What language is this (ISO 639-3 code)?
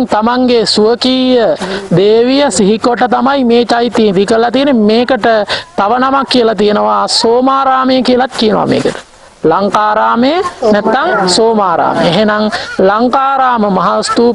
sin